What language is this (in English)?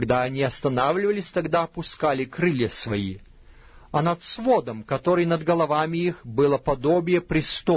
Russian